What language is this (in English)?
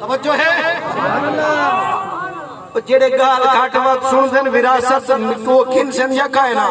Saraiki